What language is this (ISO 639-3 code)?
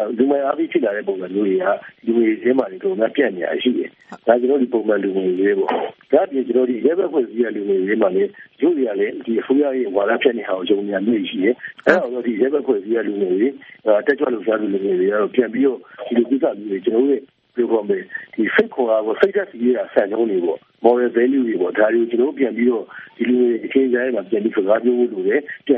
mya